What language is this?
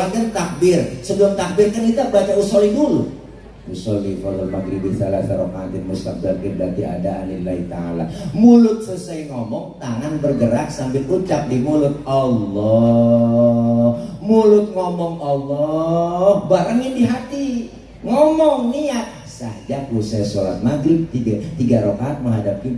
Betawi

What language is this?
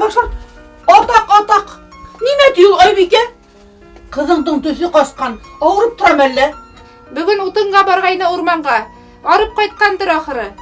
Bashkir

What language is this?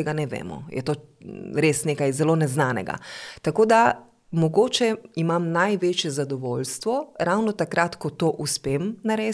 Slovenian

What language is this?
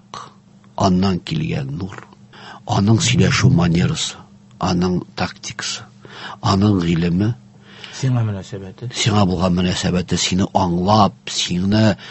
Tatar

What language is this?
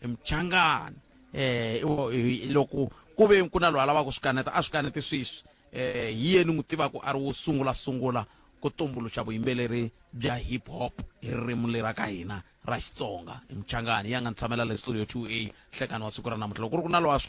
Tsonga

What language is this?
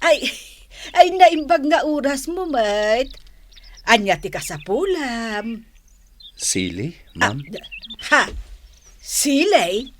Iloko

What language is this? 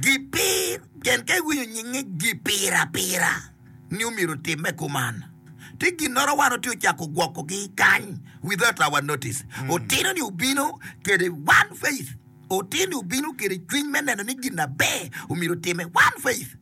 Acoli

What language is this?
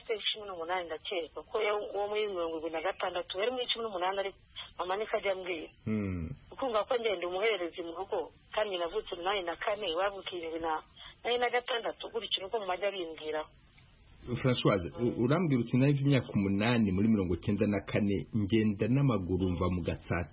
Kinyarwanda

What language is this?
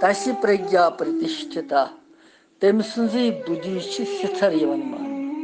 Kashmiri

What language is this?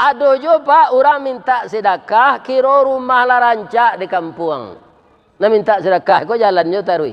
Minangkabau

